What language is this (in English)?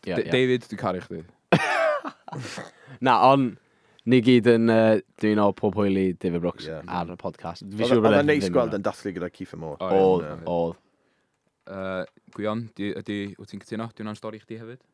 Welsh